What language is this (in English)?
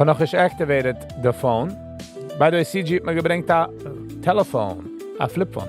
Yiddish